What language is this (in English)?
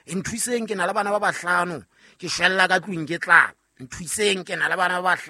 Southern Sotho